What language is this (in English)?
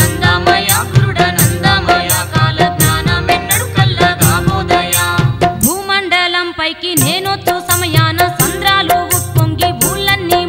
Telugu